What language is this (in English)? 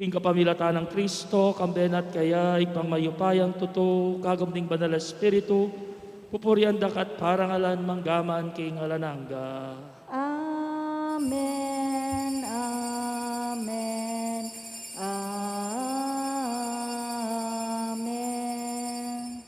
Pampanga